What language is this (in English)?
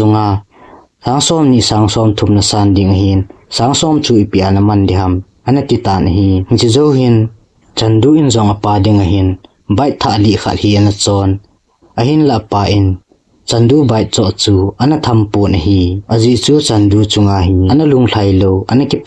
Thado Chin